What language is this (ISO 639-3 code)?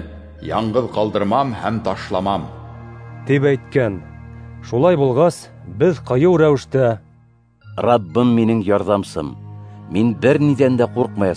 bak